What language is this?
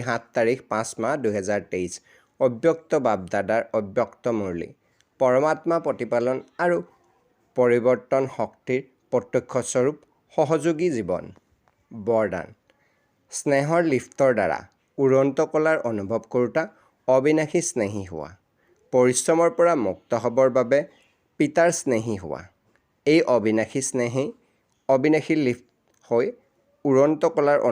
Assamese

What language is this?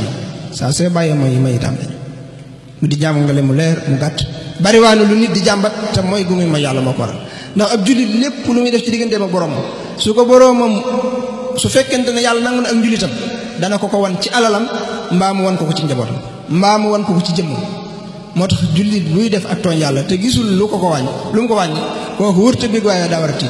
Wolof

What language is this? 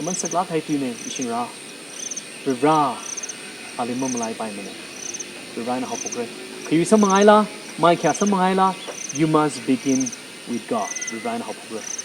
Tangkhul Naga (India)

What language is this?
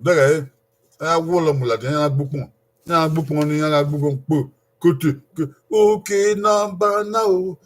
Bini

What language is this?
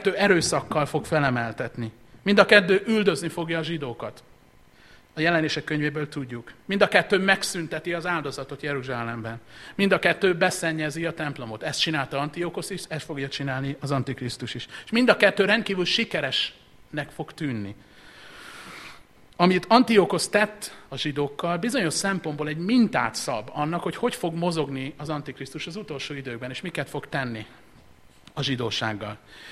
Hungarian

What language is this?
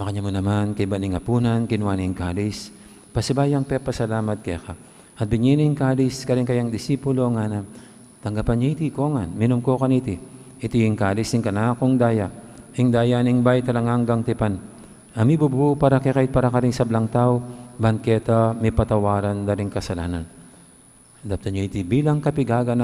Pampanga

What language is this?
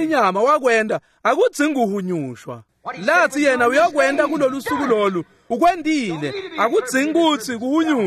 Swati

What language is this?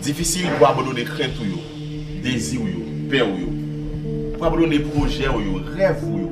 Haitian Creole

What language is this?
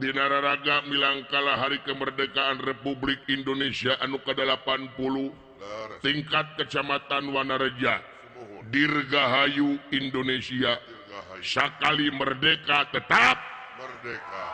Sundanese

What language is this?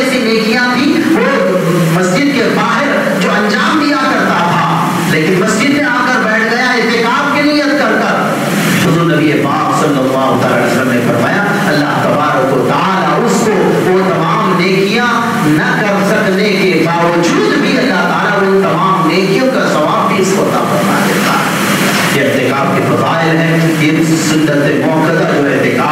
Urdu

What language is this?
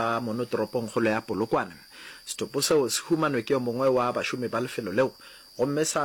Northern Sotho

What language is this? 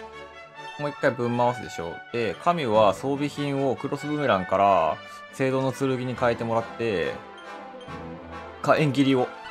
Japanese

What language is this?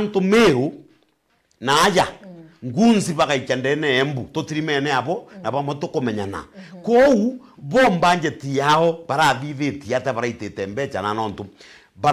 Meru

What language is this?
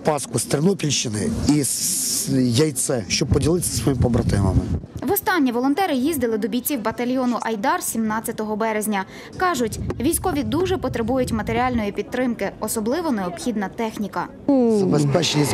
Ukrainian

